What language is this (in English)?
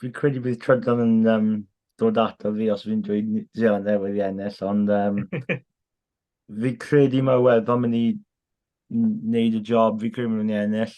Welsh